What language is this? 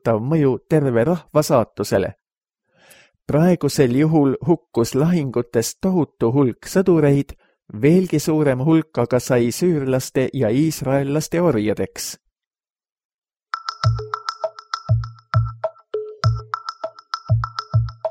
Estonian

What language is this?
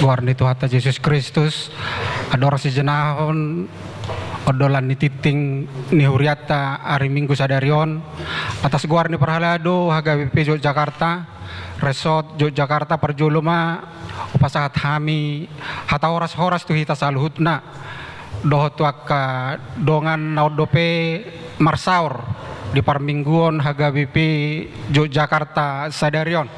Batak Toba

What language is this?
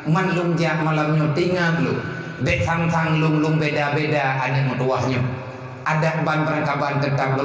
Achinese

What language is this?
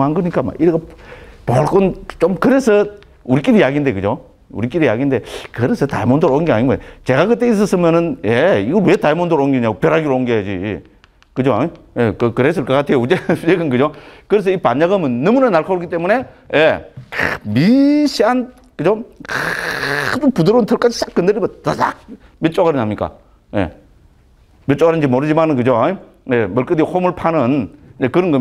Korean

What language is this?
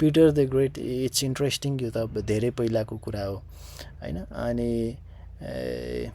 Nepali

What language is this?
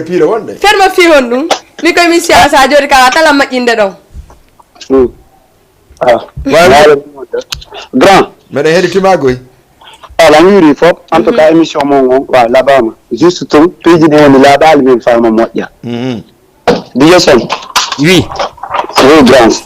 Fula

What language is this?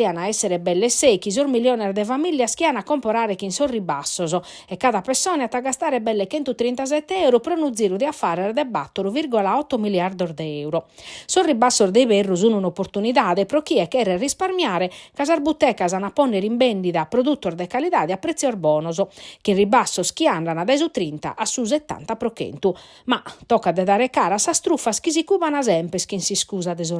Sardinian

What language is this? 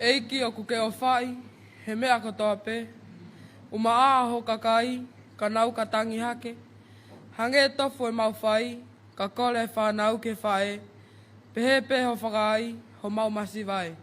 Tongan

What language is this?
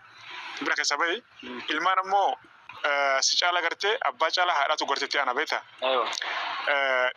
Oromo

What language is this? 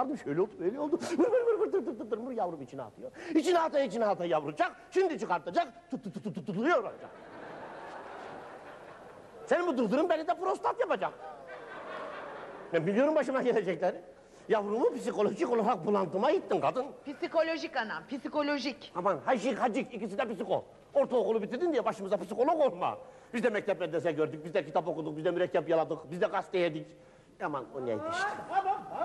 Turkish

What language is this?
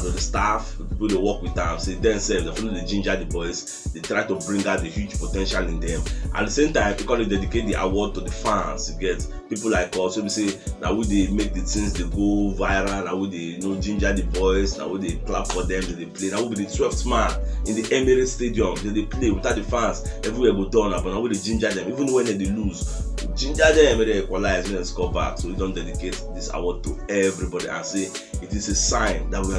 Nigerian Pidgin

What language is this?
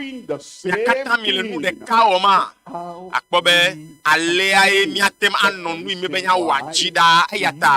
Ewe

